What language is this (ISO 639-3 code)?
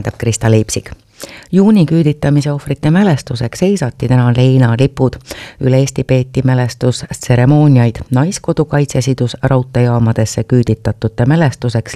est